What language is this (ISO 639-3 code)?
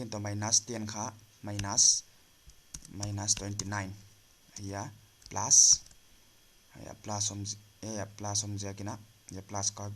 pck